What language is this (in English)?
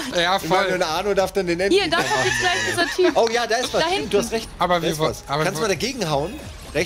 German